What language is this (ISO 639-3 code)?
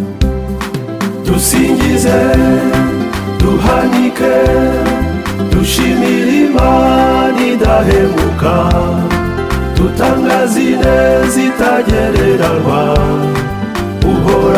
kin